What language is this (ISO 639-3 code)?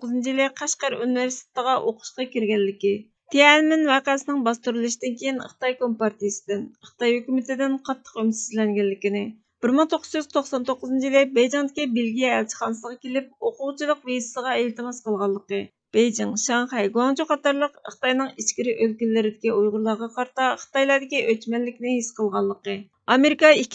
uig